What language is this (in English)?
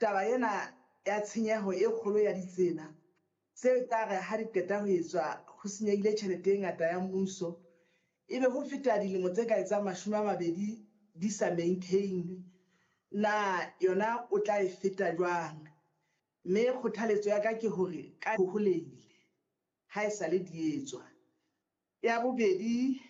Southern Sotho